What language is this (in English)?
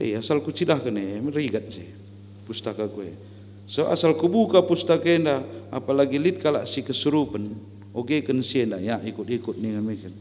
Batak Karo